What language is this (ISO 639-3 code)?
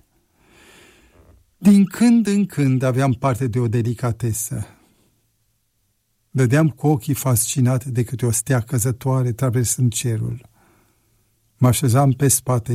ron